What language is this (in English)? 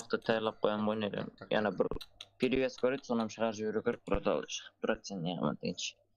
Kara-Kalpak